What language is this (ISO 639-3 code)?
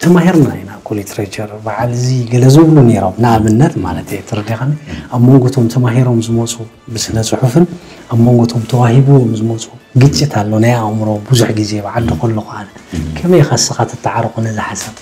tir